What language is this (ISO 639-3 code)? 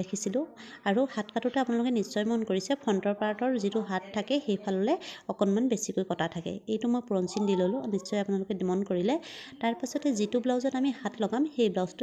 asm